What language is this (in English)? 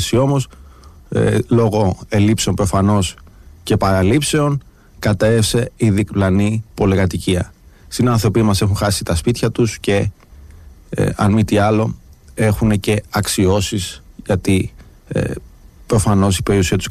Greek